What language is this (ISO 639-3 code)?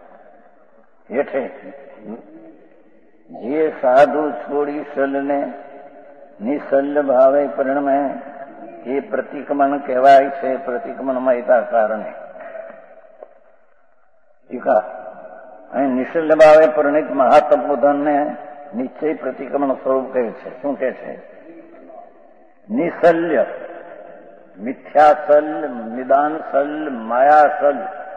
guj